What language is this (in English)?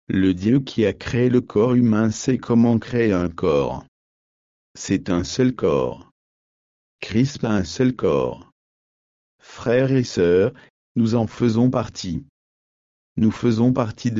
French